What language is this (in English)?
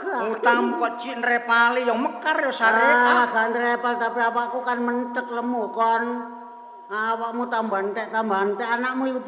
Javanese